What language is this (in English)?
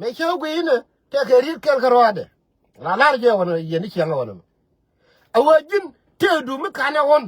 Nuer